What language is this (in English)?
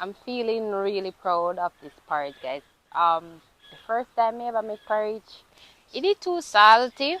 Jamaican Creole English